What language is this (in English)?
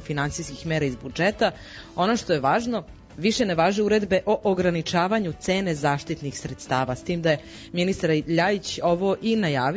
Serbian